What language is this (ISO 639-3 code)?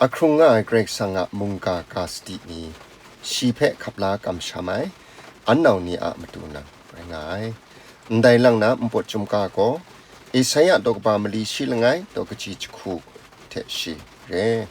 kac